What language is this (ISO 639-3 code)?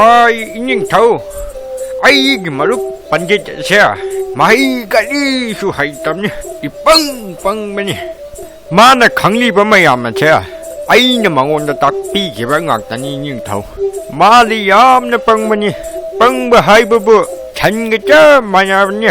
mni